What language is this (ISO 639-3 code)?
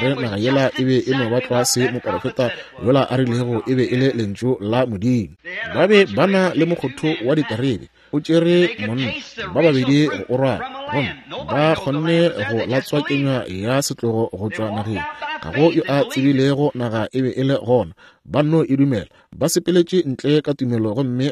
nso